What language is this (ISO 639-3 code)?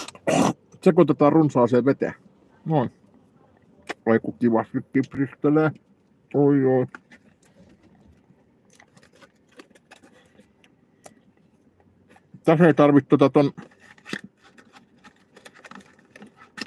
fin